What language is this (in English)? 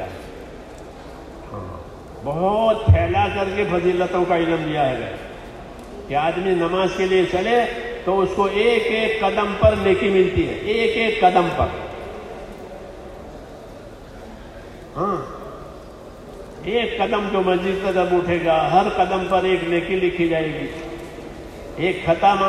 Urdu